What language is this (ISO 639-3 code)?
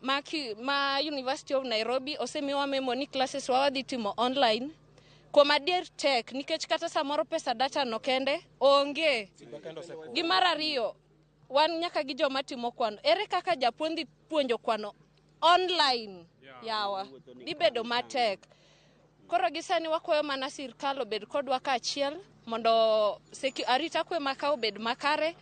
luo